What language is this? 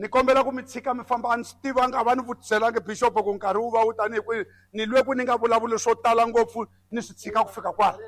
Tsonga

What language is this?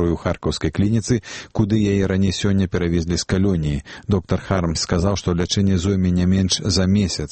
Belarusian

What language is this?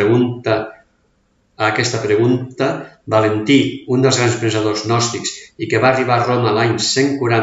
Catalan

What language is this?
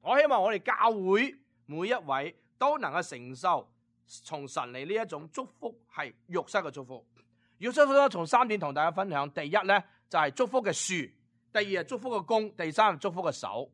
Cantonese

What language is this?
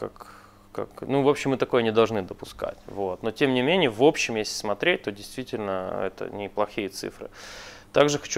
Russian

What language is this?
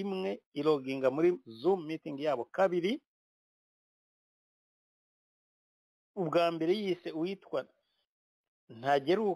Kinyarwanda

